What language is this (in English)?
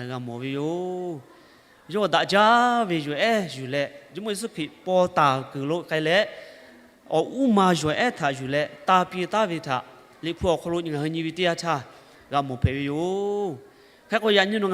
Lahu